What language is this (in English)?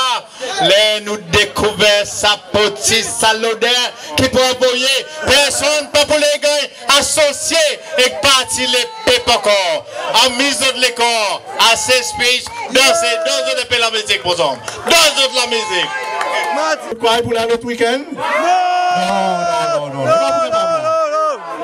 Seselwa Creole French